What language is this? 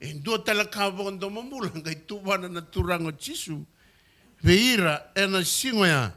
Fijian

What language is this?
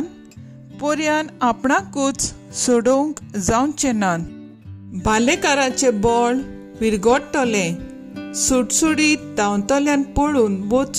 Konkani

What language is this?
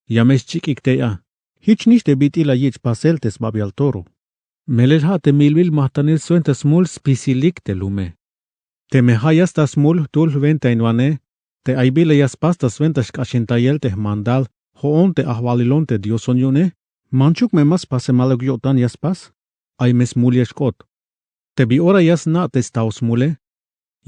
Tzeltal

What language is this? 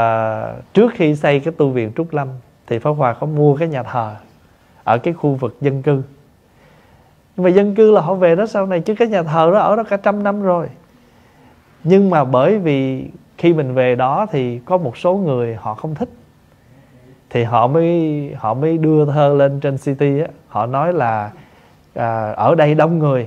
Vietnamese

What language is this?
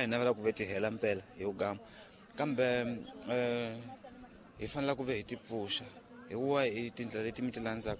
Tsonga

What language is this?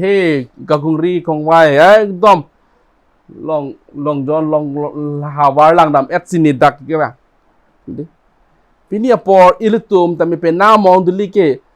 Karbi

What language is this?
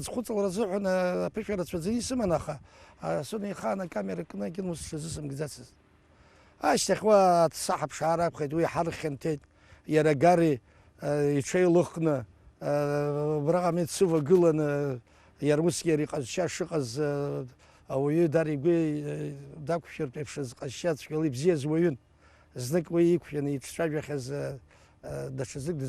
Abkhazian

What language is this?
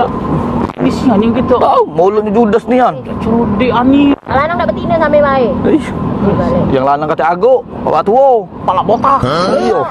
Musi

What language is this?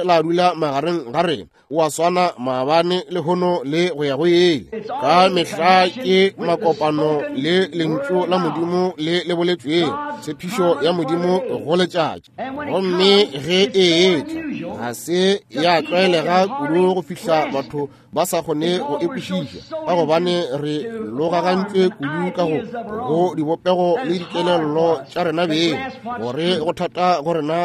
Northern Sotho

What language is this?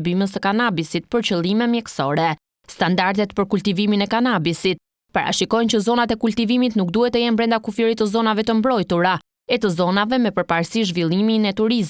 Albanian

